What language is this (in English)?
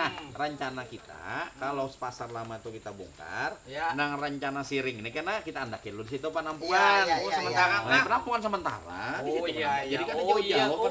Banjar